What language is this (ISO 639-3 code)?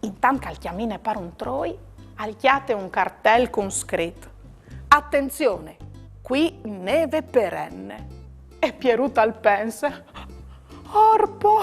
fur